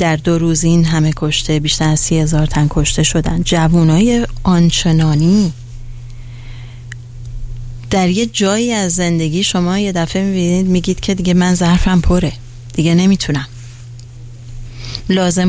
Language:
Persian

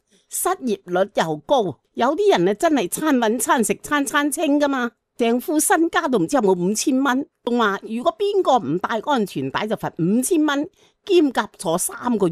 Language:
Cantonese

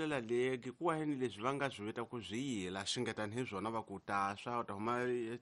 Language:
Tsonga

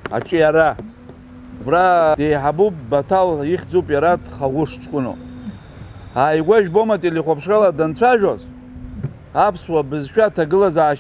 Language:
Abkhazian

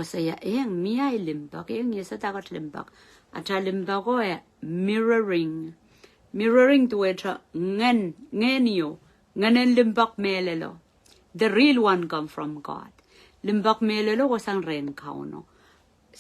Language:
Pohnpeian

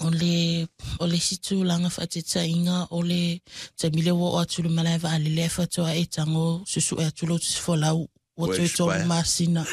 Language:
Samoan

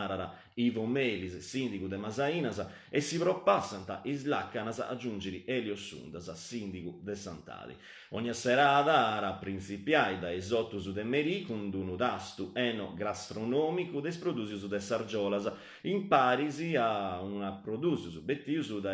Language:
Sardinian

